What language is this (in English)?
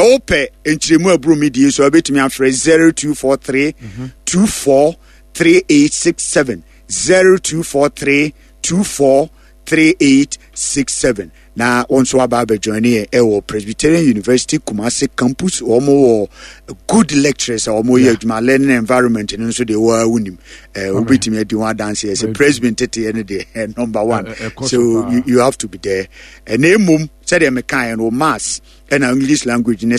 Akan